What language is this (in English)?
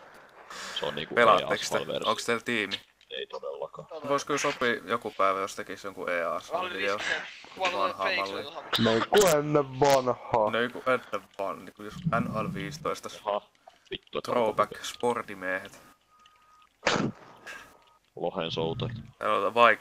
Finnish